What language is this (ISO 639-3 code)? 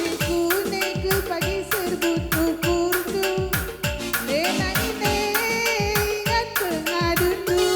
btx